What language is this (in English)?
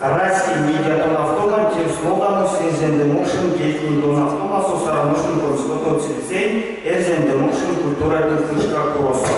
Erzya